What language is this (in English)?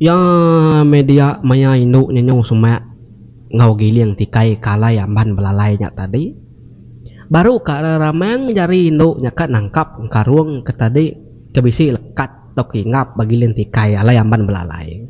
Iban